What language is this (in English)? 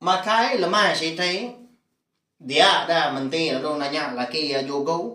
Iban